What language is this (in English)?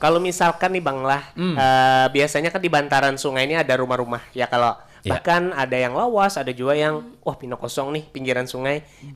Banjar